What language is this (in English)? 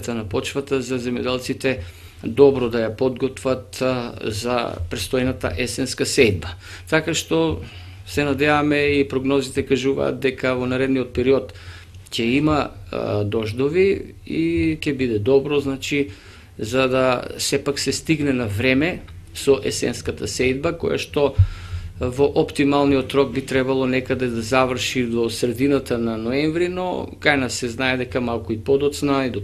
Macedonian